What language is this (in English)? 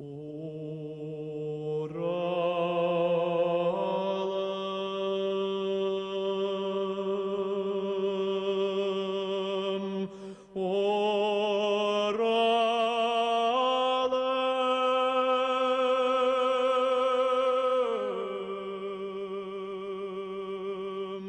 Bashkir